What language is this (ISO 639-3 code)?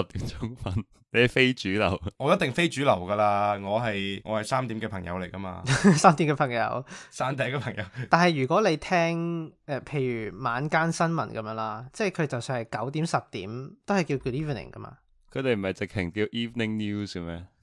yue